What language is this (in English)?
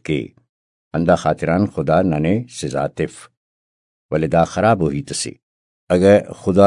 Brahui